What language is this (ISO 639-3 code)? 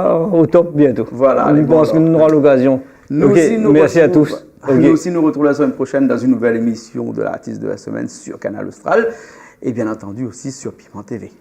rcf